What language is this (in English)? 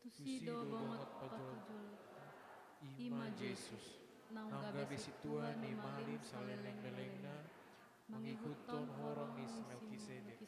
Batak Toba